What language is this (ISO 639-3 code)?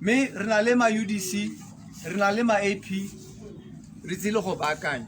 tsn